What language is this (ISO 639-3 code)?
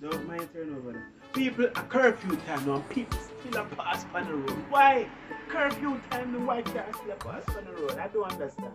jam